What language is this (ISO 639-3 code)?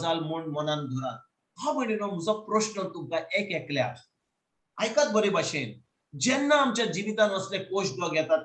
kok